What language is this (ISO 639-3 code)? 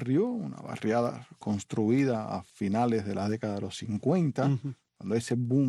spa